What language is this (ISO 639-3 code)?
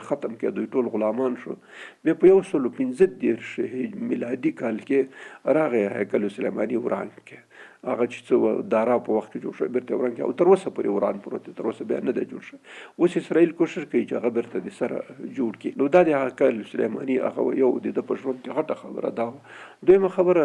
pus